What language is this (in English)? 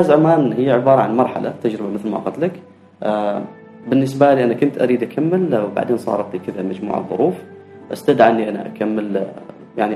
Gulf Arabic